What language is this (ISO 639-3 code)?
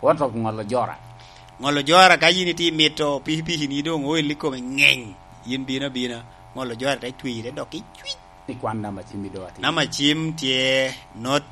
laj